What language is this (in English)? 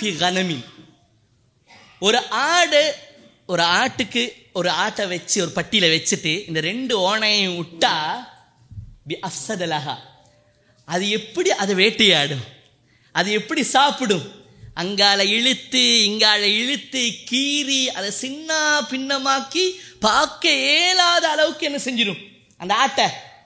Tamil